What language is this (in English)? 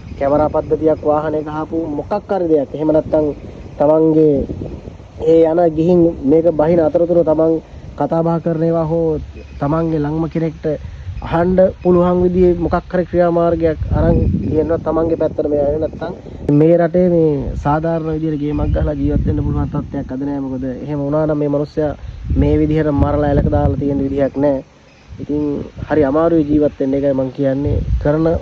Sinhala